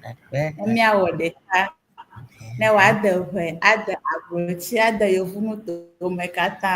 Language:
Ewe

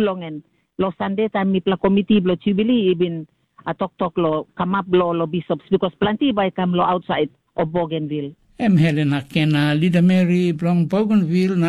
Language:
Tok Pisin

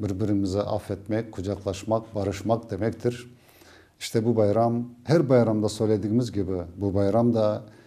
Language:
Crimean Tatar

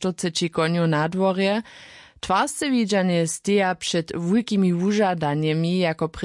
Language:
Upper Sorbian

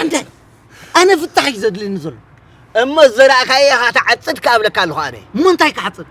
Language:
Tigrinya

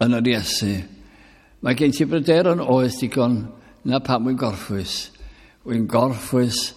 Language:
Welsh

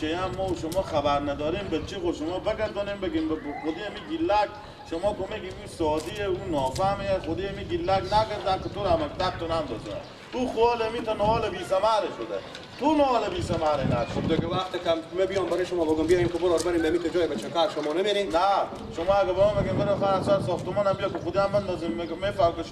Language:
Persian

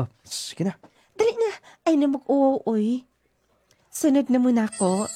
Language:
Cebuano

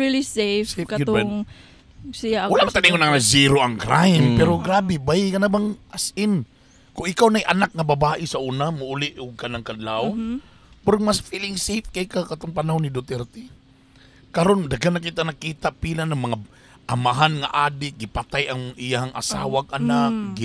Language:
Cebuano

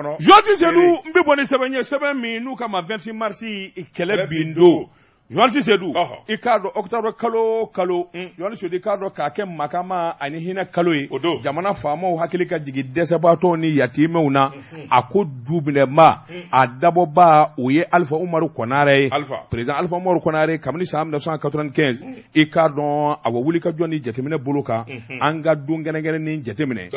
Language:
Bambara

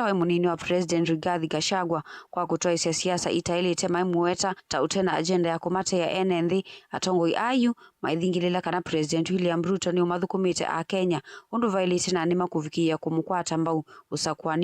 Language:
Kamba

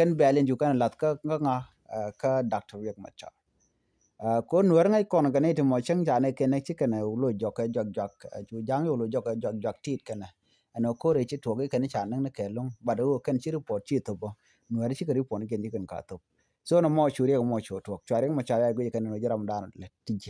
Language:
Nuer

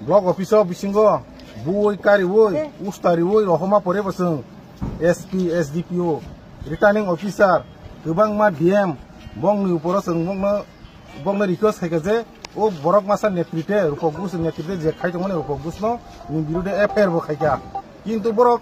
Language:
Kok Borok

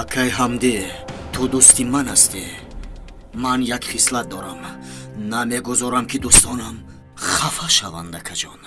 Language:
Tajik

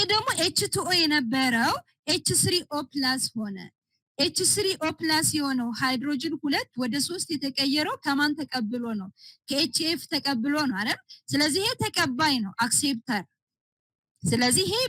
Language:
Amharic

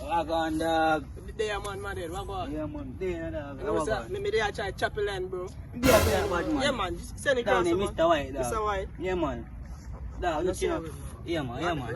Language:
Jamaican Creole English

